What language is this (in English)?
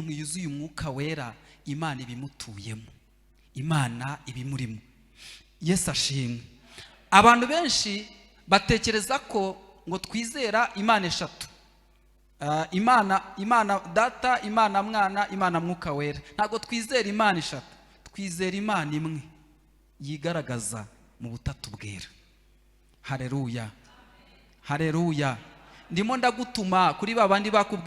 Kinyarwanda